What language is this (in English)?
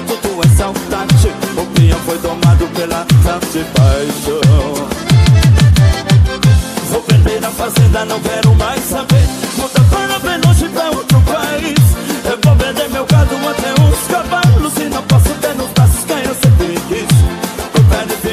Portuguese